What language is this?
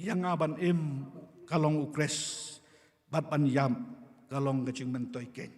Khasi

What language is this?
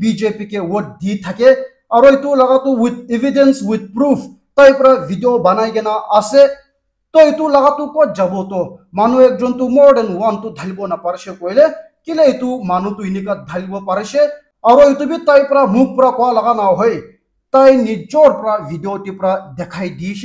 Naga Pidgin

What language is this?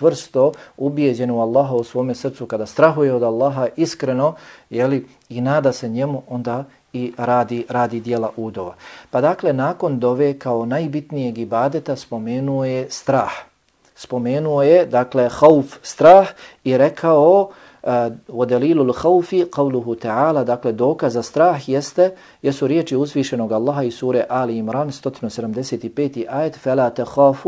Bosnian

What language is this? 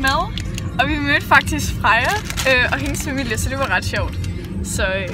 Danish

